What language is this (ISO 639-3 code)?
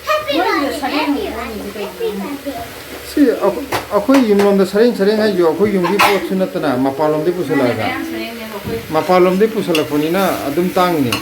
mni